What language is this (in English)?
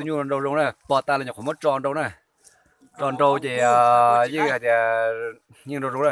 Hmong